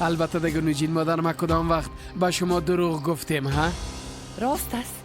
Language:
Persian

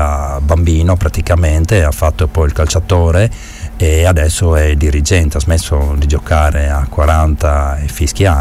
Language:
Italian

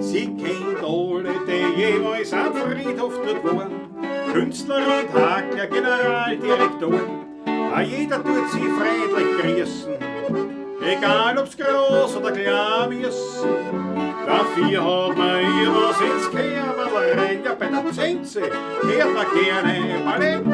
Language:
Bavarian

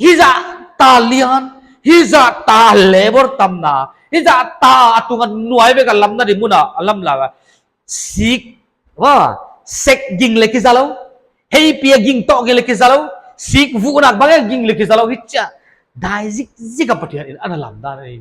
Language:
Paite Chin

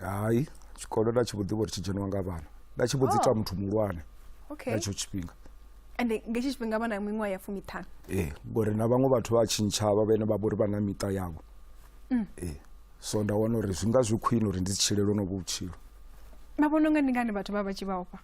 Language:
Venda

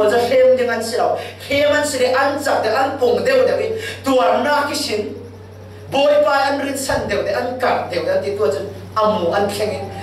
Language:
Falam Chin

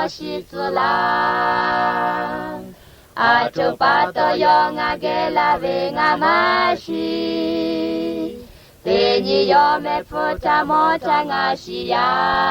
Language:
Lahu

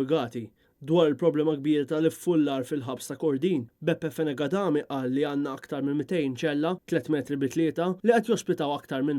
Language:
Maltese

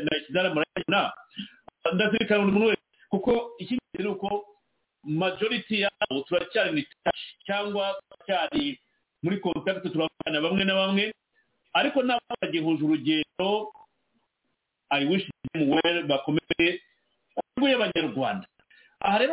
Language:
Kinyarwanda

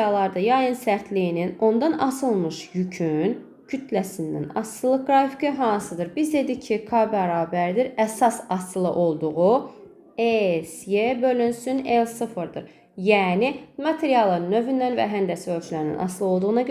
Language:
Azerbaijani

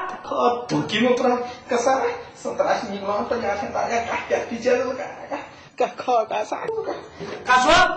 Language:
Newari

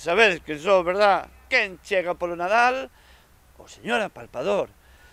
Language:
Galician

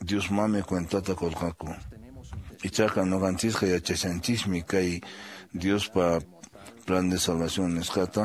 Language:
Quechua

